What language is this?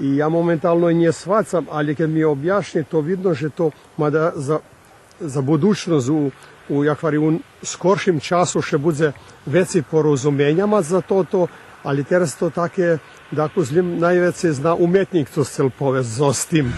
Rusyn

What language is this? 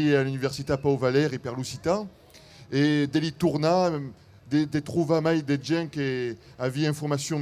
Occitan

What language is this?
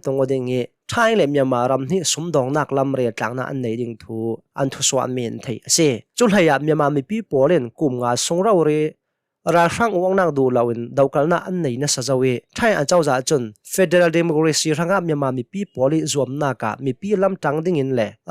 Hakha Chin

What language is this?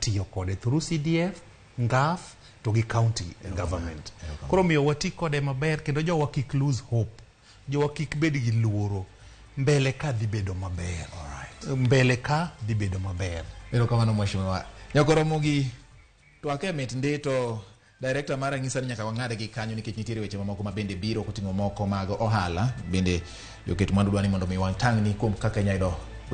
Luo (Kenya and Tanzania)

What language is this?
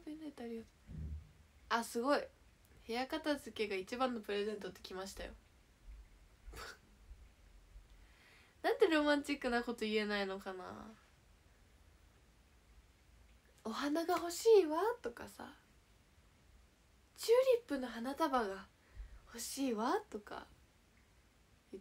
Japanese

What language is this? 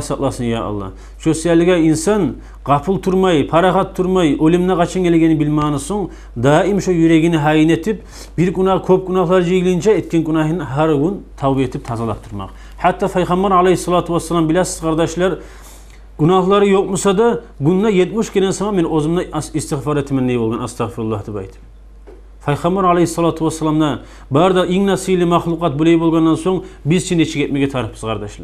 Kumyk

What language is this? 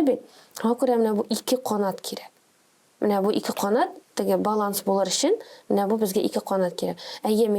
Tatar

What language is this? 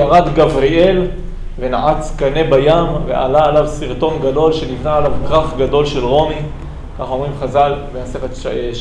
Hebrew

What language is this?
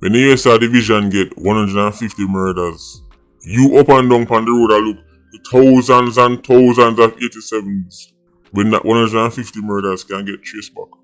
Jamaican Creole English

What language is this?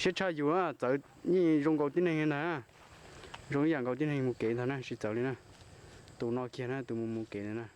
Hmong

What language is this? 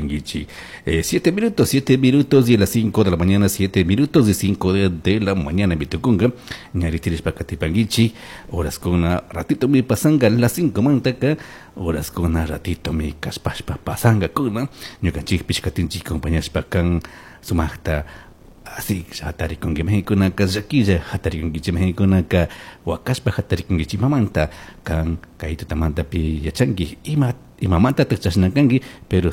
Chimborazo Highland Quichua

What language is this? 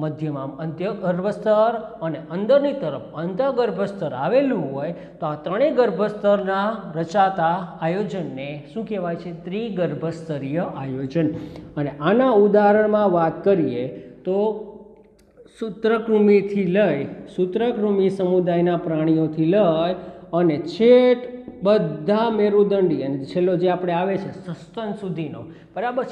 Gujarati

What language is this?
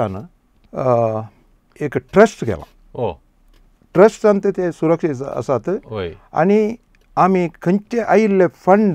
Konkani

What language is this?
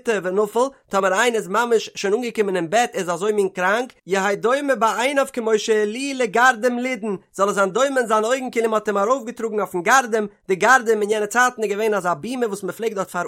Yiddish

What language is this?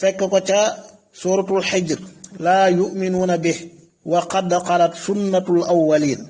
Wolof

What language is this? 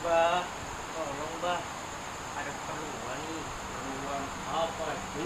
Betawi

